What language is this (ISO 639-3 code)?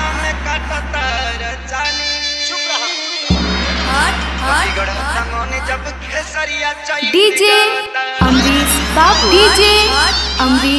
bho